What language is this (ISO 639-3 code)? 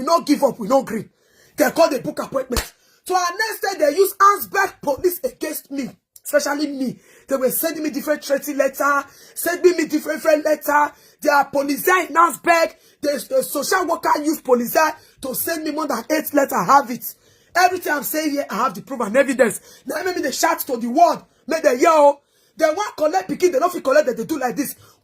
pcm